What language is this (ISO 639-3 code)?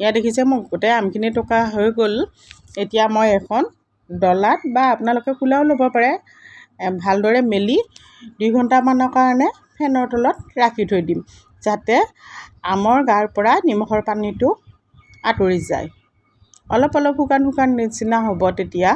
asm